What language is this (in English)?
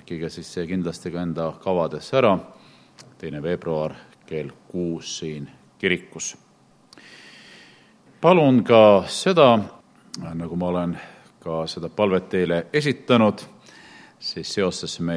Estonian